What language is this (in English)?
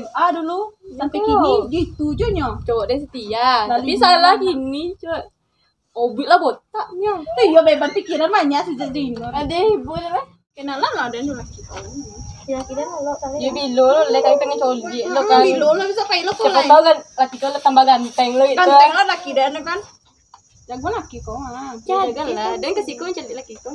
Minangkabau